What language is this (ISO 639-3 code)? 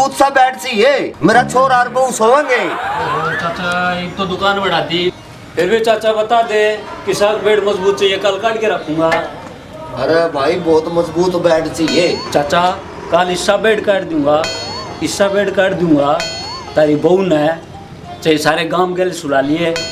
bgc